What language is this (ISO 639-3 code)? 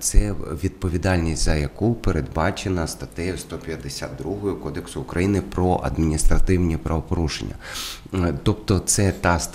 ukr